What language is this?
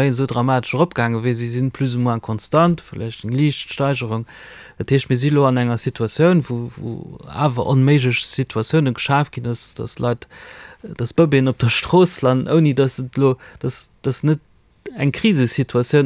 Luxembourgish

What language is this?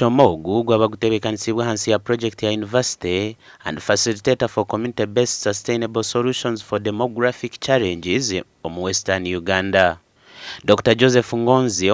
Nyankole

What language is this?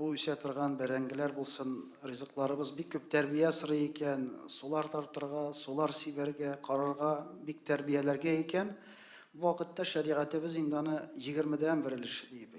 Tatar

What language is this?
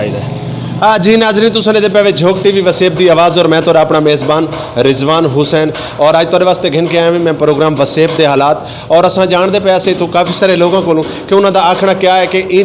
Saraiki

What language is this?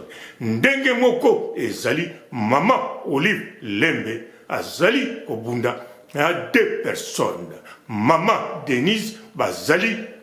Lingala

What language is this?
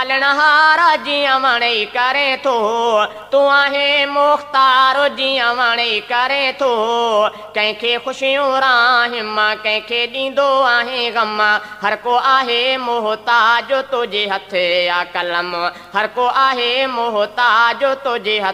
Sindhi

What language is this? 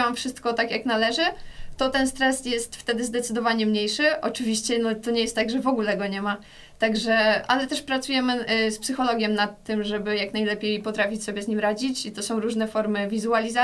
Polish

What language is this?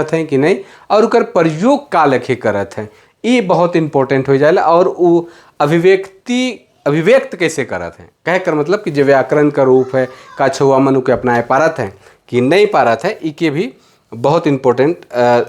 Sadri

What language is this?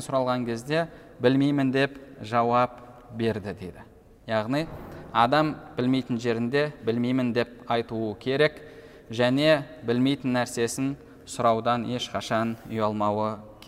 Kazakh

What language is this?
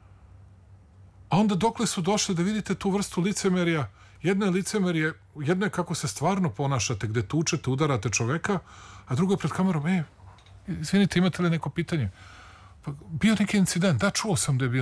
Serbian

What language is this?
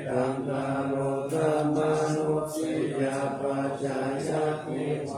Pali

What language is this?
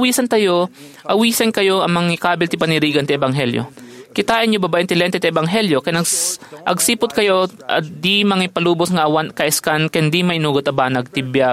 Iloko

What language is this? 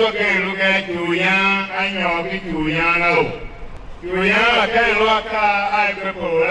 Tiv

